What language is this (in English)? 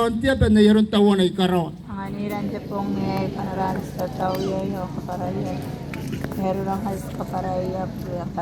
Gilbertese